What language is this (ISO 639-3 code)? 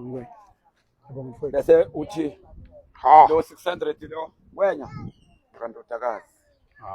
zul